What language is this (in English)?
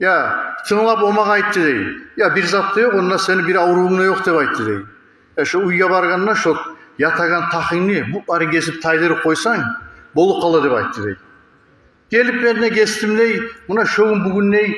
Kumyk